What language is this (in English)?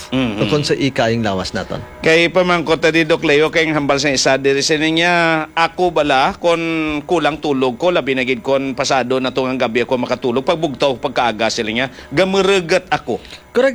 Hiligaynon